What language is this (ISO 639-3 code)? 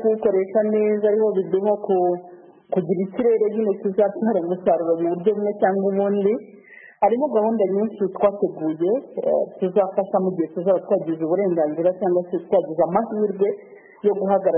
kin